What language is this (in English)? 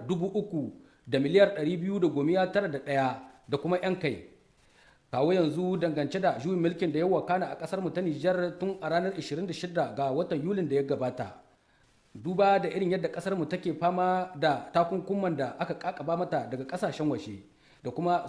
Hausa